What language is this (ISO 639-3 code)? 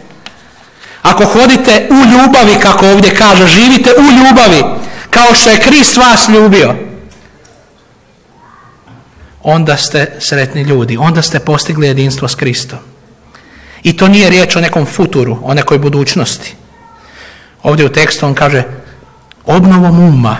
hrv